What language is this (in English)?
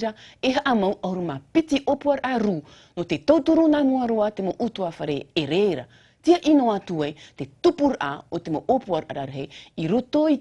Tahitian